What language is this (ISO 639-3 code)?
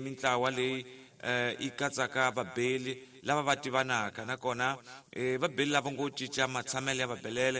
tso